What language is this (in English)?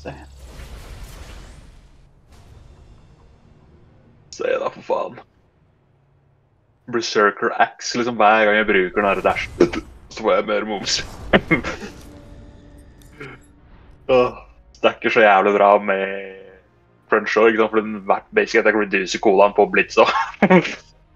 Norwegian